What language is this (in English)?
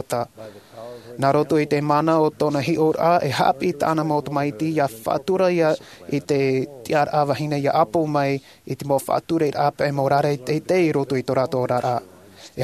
Tahitian